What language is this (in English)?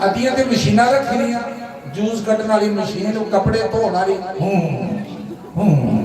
Dogri